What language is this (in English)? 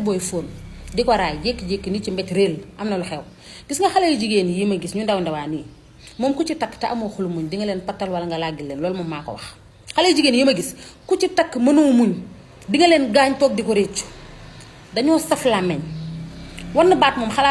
Wolof